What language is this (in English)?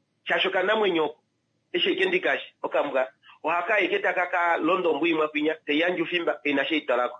Kuanyama